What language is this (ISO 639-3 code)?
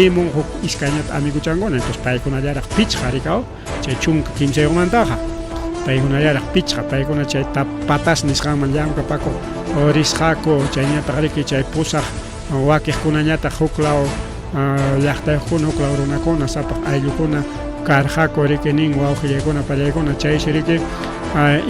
quy